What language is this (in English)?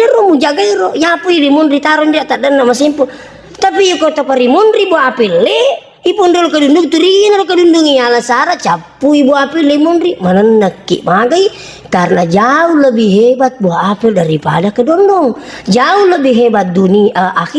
Buginese